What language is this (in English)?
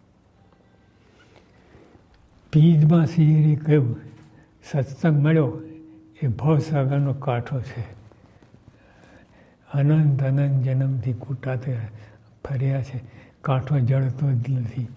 Gujarati